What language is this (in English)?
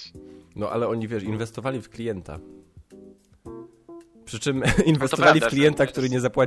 Polish